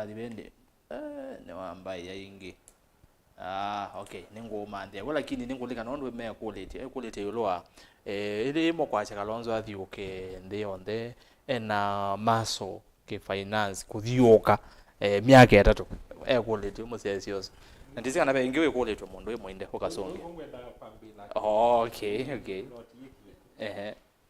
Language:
Kamba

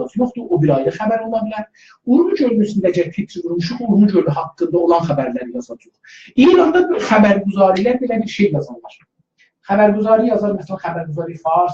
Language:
South Azerbaijani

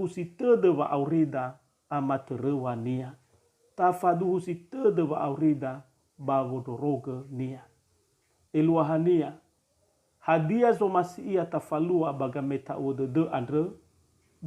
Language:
Nias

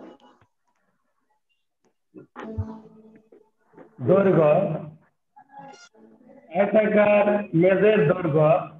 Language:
Bangla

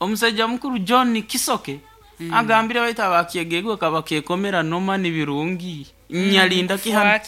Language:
Nyankole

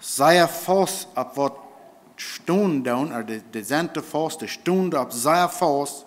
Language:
Plautdietsch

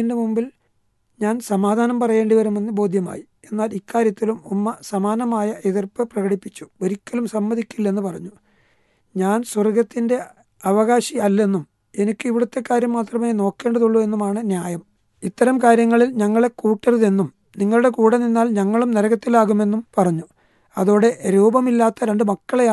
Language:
Malayalam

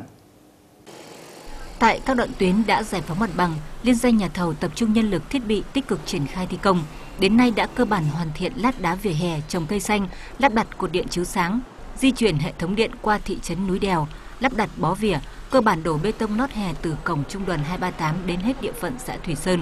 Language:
Vietnamese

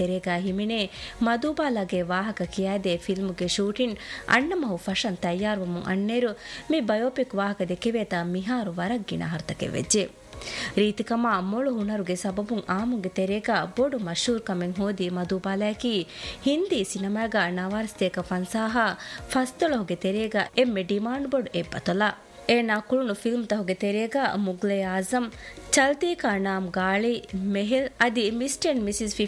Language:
Divehi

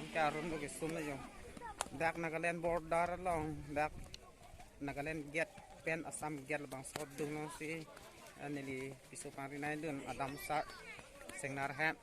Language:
Karbi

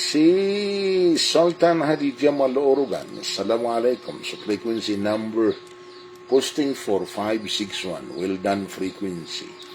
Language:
Maranao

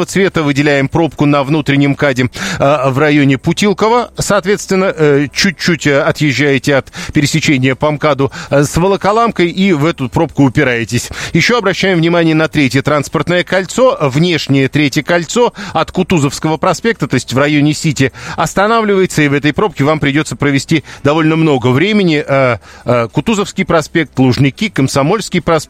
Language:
Russian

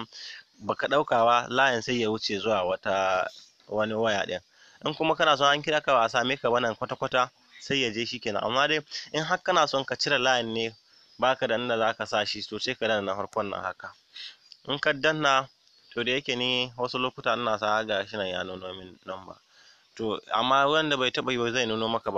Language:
Hausa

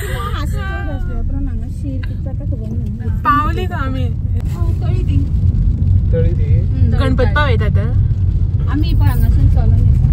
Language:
Konkani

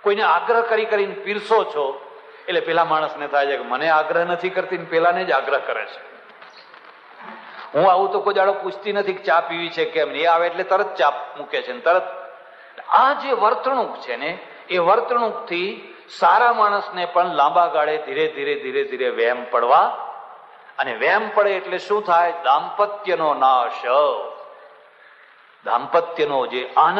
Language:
Gujarati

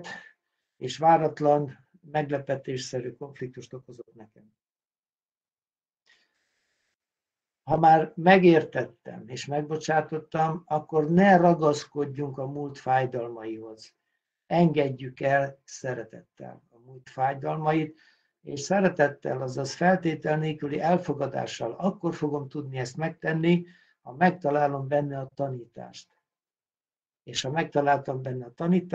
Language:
Hungarian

